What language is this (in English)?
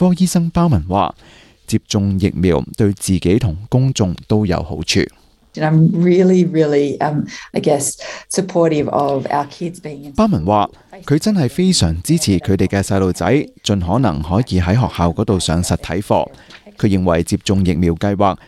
Cantonese